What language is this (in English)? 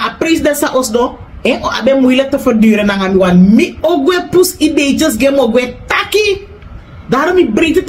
Sranan Tongo